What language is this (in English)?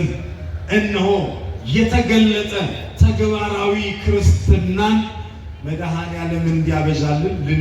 Amharic